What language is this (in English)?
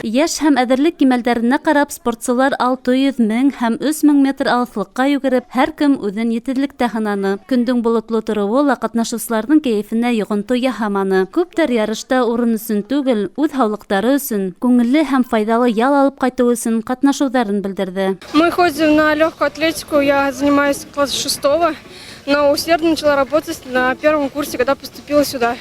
Bashkir